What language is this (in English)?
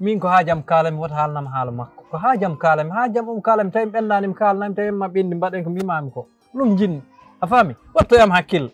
Fula